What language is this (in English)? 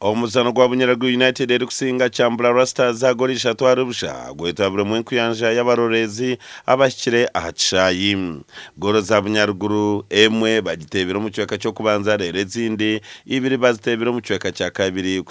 Nyankole